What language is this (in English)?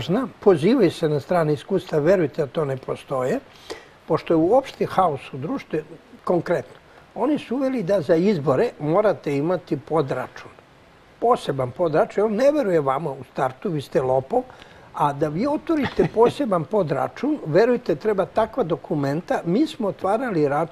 Serbian